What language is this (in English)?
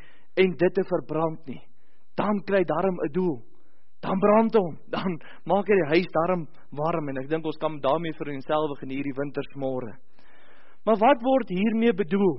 Afrikaans